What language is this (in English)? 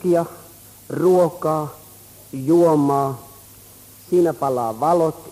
Finnish